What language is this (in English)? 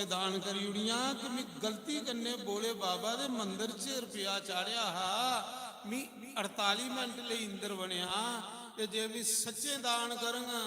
Dogri